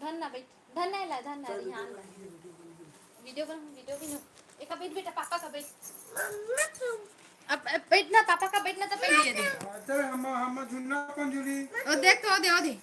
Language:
Chhattisgarhi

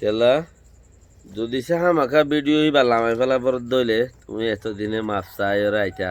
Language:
Rohingya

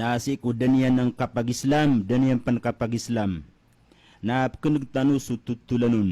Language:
Maranao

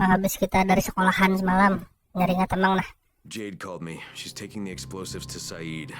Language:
Banjar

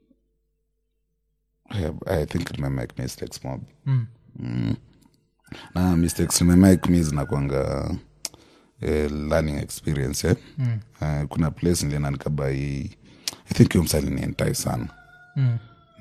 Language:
Swahili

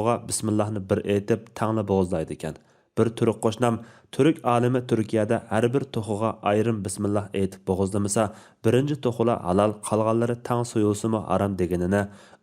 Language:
Uyghur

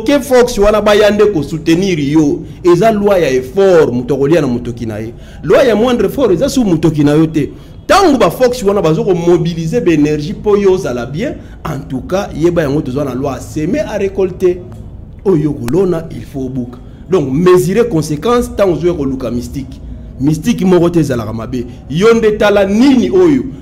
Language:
Lingala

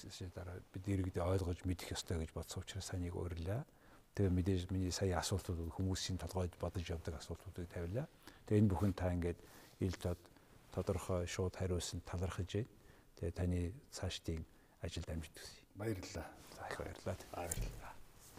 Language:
Mongolian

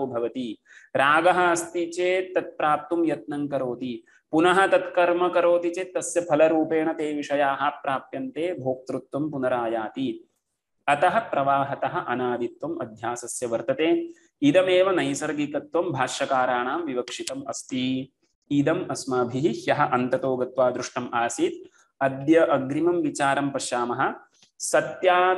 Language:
Sanskrit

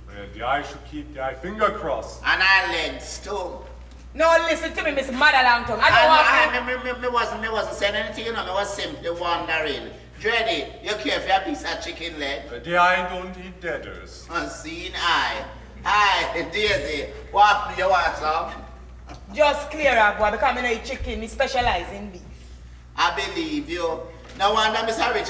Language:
Jamaican Creole English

